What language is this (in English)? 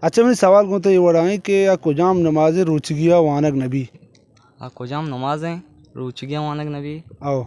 Baluchi